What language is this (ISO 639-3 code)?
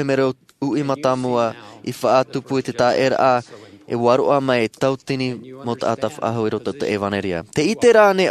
tah